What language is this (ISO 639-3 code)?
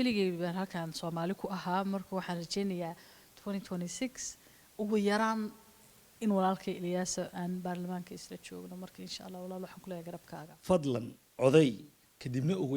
som